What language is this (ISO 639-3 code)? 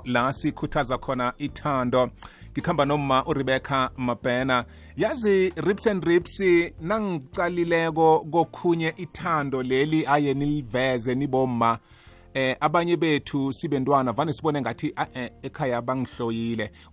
nbl